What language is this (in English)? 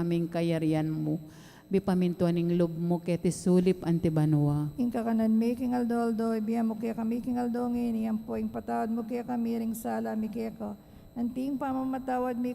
Pampanga